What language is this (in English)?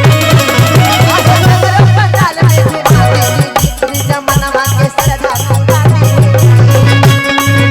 Magahi